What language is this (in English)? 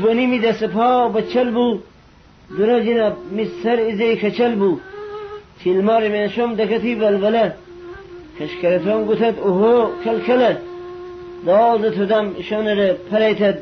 Gilaki